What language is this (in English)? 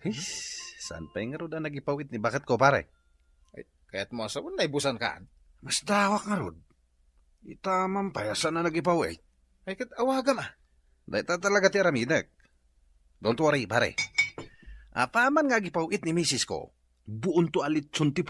Iloko